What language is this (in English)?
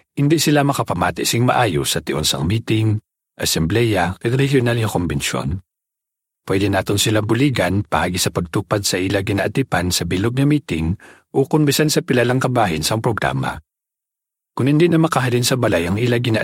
Hiligaynon